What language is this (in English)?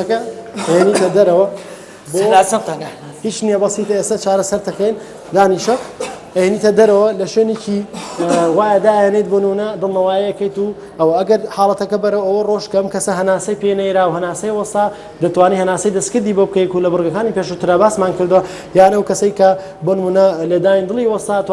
Central Kurdish